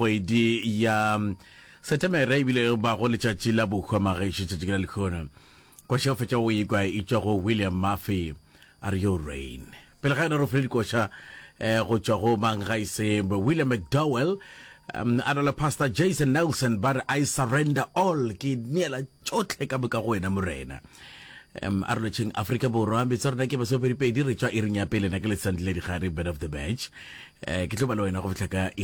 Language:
Northern Sotho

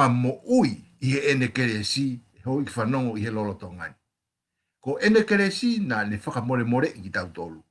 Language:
Tongan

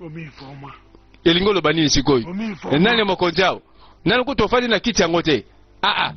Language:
Lingala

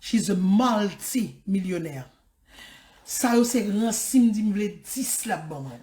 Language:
Haitian Creole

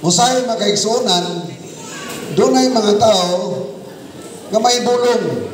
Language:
Cebuano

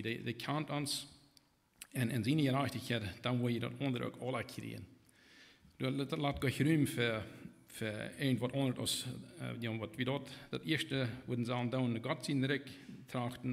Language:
Plautdietsch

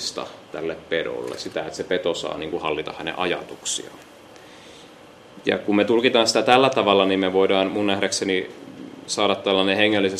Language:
Finnish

